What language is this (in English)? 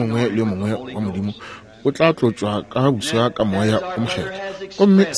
Northern Sotho